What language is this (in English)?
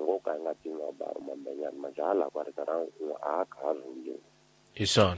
Tsonga